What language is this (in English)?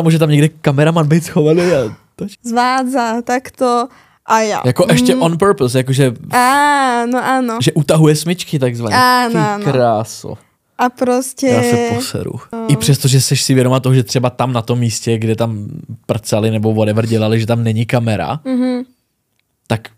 Slovak